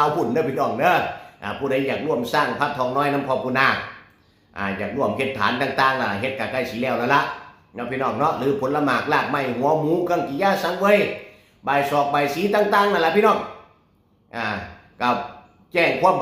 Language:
Northeastern Thai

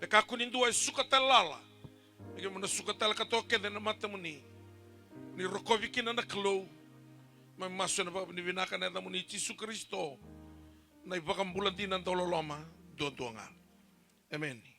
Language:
Fijian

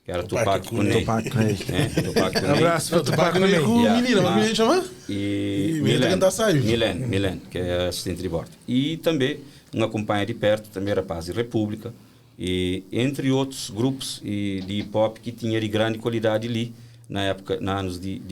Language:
Kabuverdianu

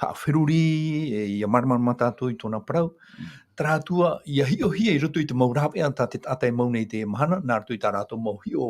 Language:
Tahitian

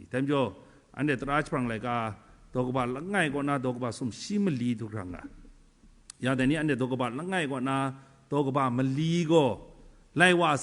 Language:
Kachin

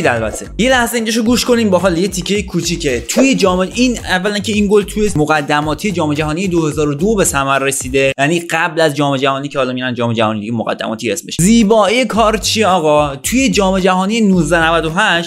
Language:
Persian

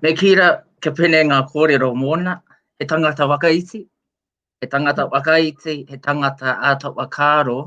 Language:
Māori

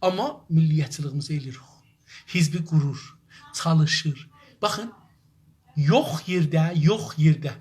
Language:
South Azerbaijani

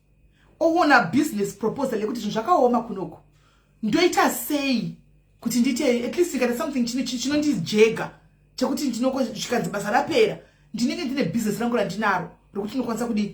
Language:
Shona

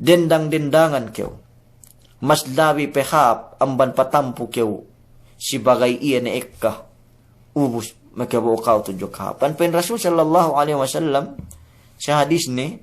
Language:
Yakan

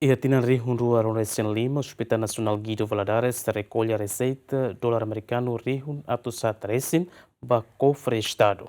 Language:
Tetum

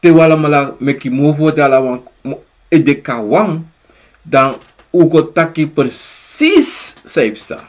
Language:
Sranan Tongo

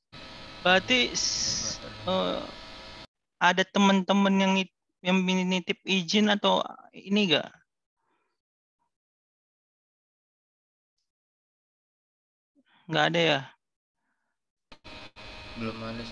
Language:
Indonesian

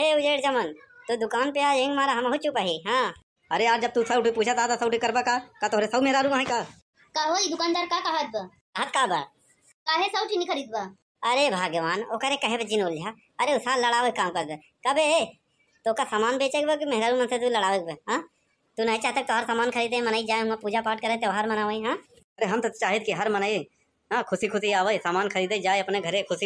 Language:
Awadhi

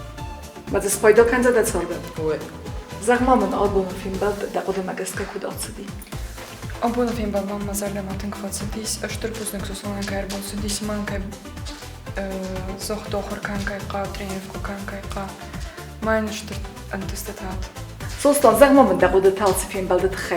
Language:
Ossetic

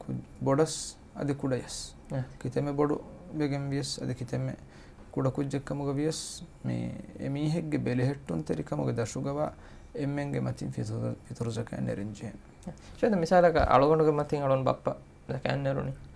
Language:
Divehi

